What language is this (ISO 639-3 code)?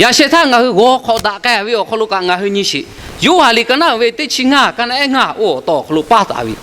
lhu